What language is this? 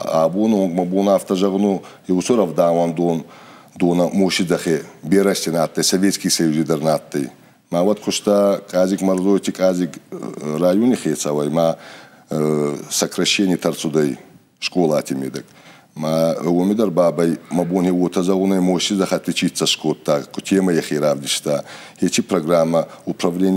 Ossetic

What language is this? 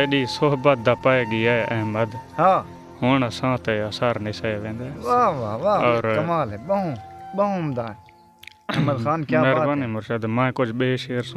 Saraiki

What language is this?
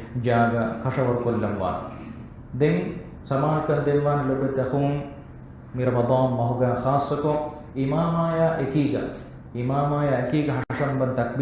Divehi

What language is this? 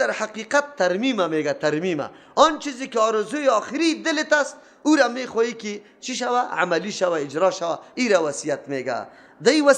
Persian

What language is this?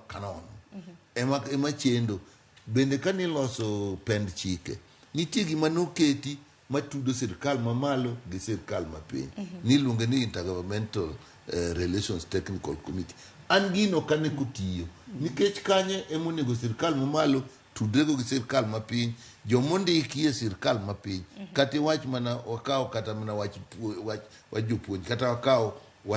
Luo (Kenya and Tanzania)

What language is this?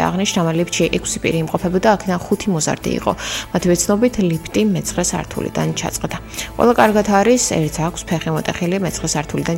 Georgian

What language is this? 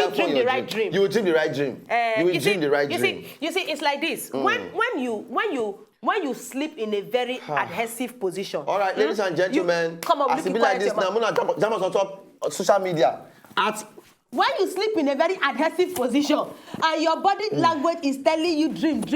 Nigerian Pidgin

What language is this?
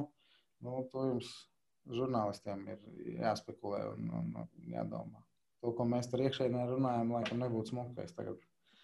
Latvian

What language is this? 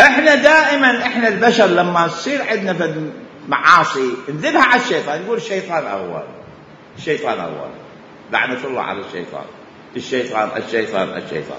Mesopotamian Arabic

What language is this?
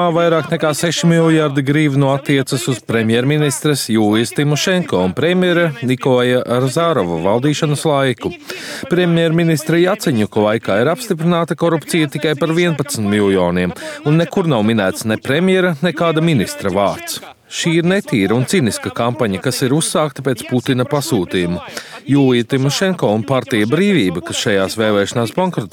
Latvian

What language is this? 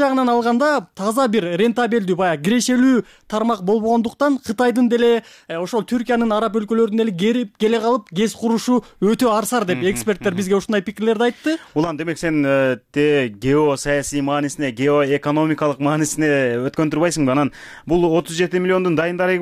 Kyrgyz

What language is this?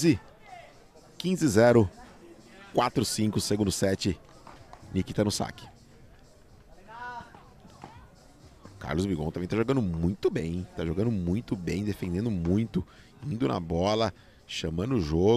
Portuguese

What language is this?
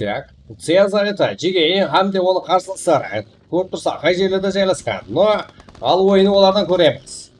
Kara-Kalpak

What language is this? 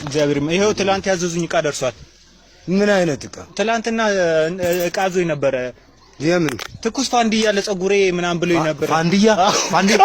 Amharic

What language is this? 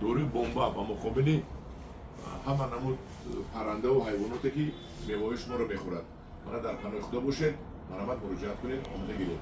Tajik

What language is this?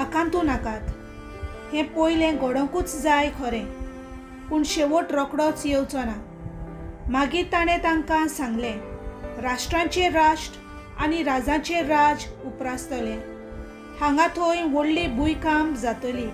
Konkani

